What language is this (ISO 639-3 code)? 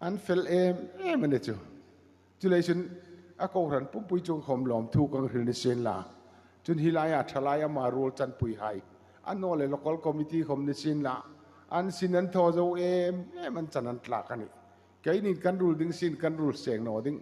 hmr